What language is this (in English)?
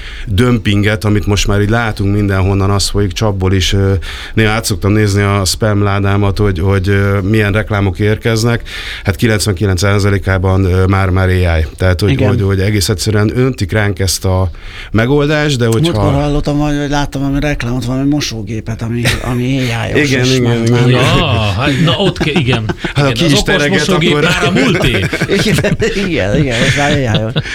Hungarian